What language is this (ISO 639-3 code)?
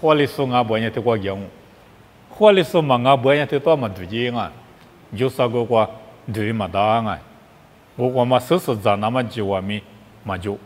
lis